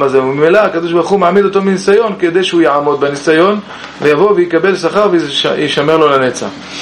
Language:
Hebrew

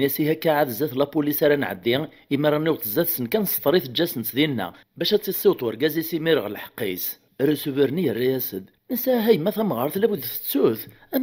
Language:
Kabyle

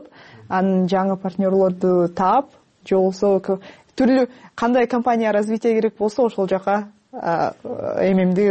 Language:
Kyrgyz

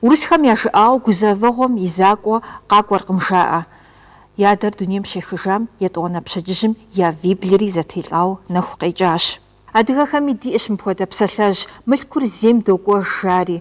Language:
Kabardian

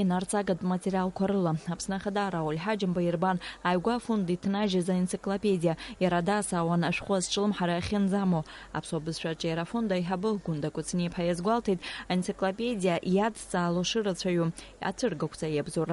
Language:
Abkhazian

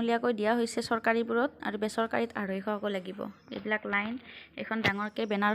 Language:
Assamese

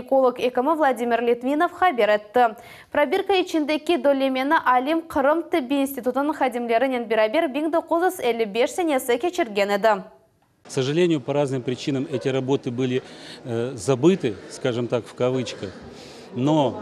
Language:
Crimean Tatar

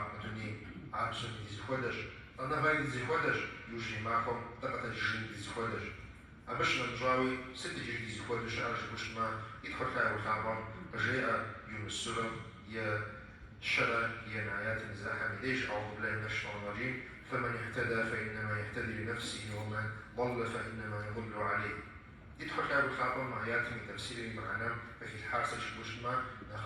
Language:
Kabardian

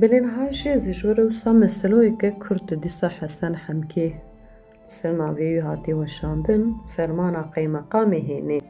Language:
Kurdish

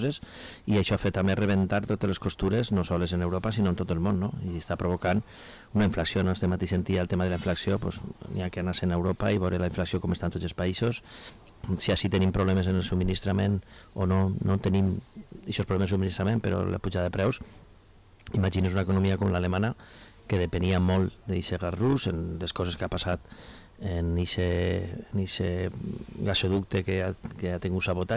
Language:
Catalan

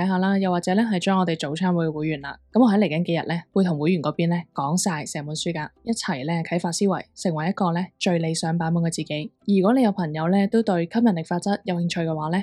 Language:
Cantonese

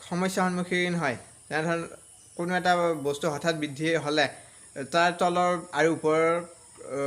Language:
Assamese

